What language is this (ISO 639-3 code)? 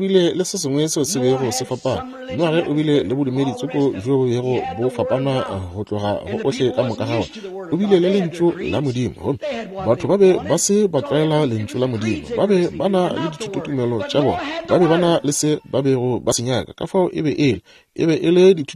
nso